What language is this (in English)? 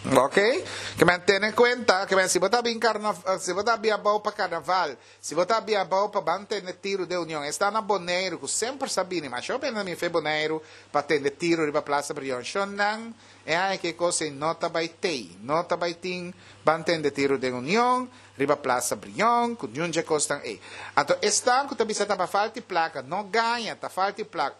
Papiamento